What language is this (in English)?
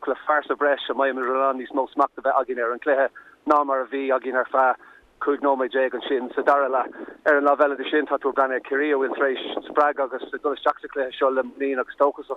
Irish